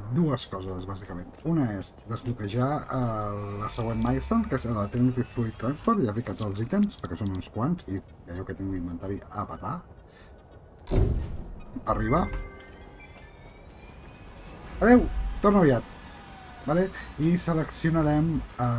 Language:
Catalan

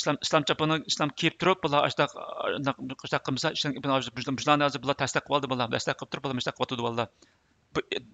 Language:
Uyghur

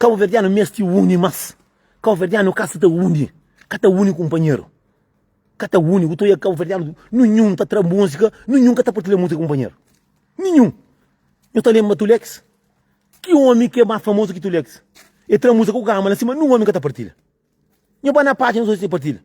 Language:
Kabuverdianu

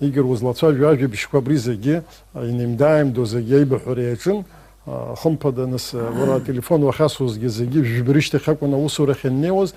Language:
Abkhazian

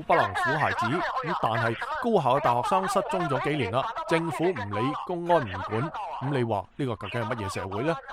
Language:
Cantonese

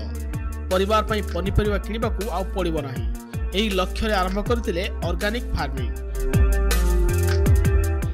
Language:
Odia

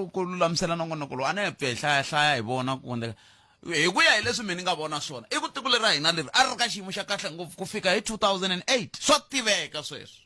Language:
Tsonga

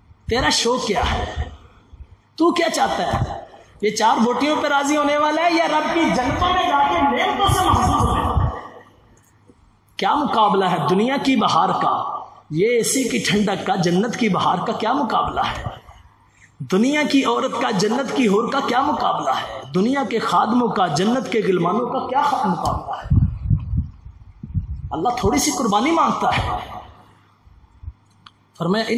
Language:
Urdu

